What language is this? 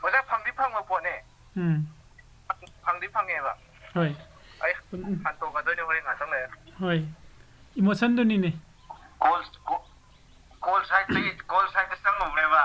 Manipuri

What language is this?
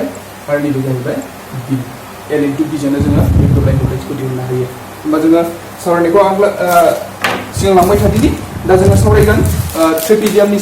Bodo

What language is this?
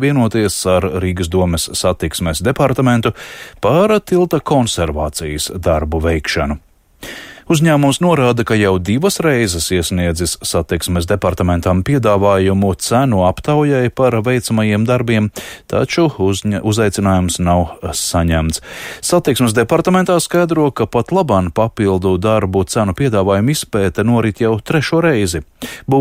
Latvian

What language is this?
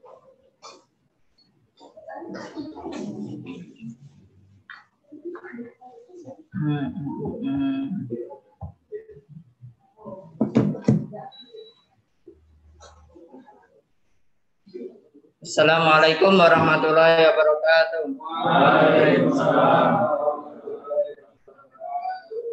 Indonesian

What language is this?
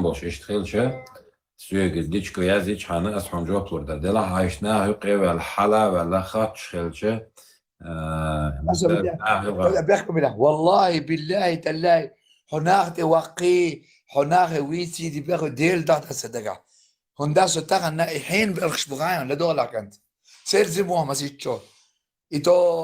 Chechen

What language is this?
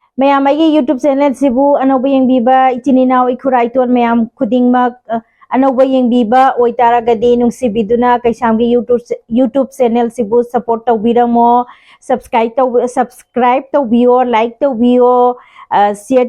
Manipuri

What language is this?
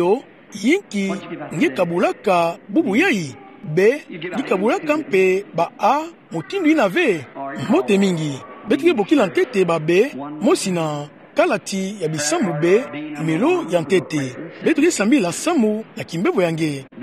Kituba (Democratic Republic of Congo)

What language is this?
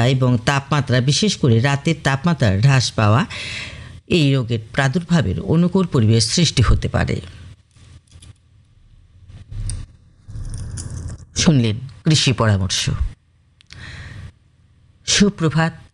Bangla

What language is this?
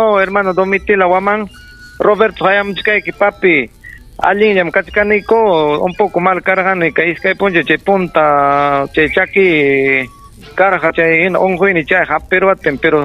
Ayacucho Quechua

